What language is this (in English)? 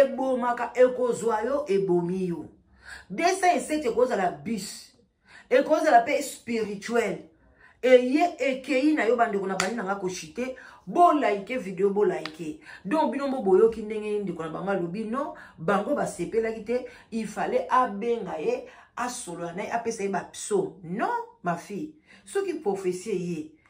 Lingala